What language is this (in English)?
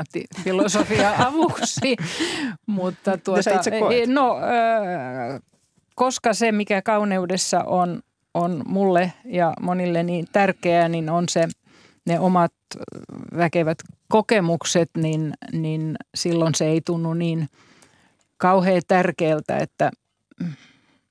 Finnish